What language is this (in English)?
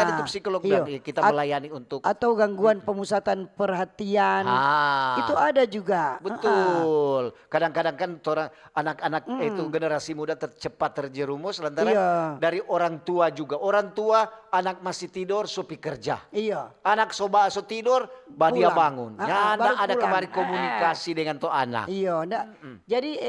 Manado Malay